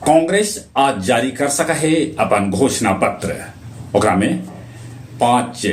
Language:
Magahi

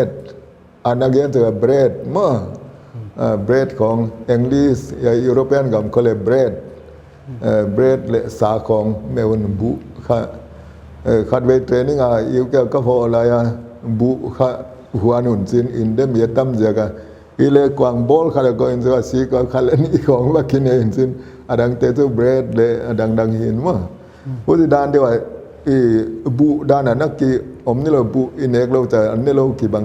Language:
Paite Chin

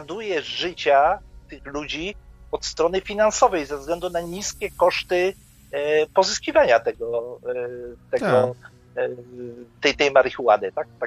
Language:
Polish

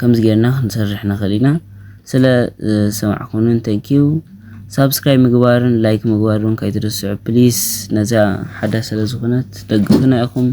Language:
Tigrinya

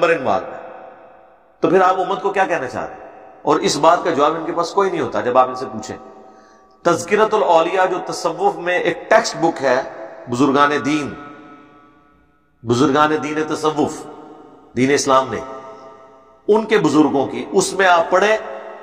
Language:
Urdu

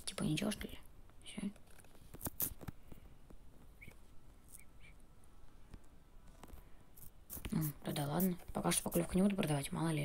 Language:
Russian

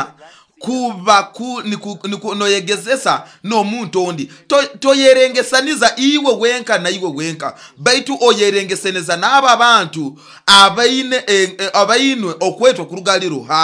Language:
Nyoro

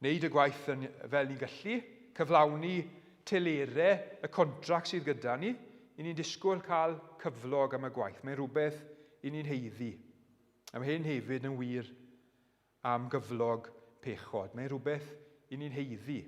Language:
Welsh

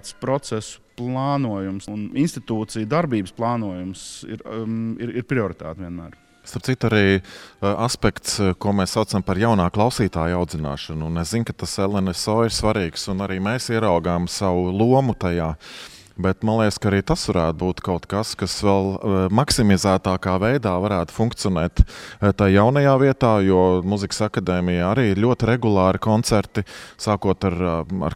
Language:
Latvian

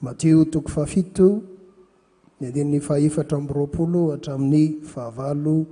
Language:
Malagasy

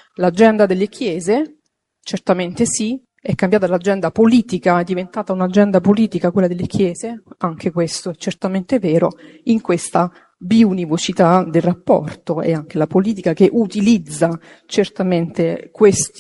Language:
Italian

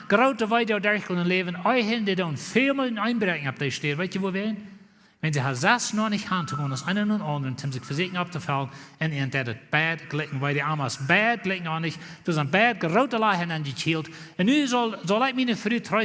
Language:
Plautdietsch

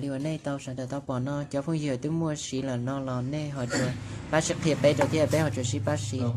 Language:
Hmong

